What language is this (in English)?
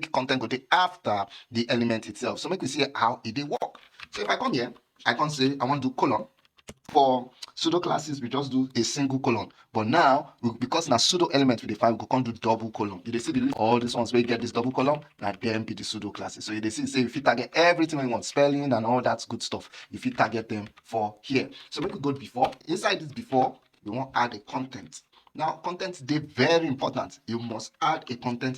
Nigerian Pidgin